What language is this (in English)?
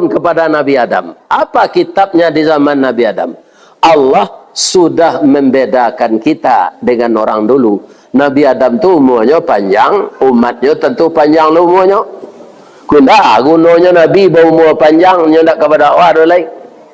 Minangkabau